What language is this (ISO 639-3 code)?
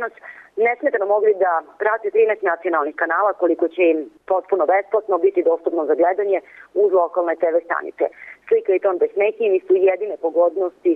srp